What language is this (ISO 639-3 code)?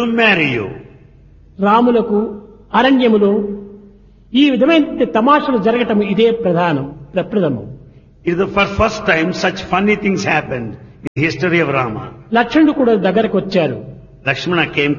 tel